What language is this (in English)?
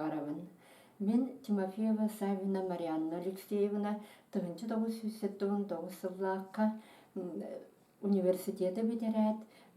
Yakut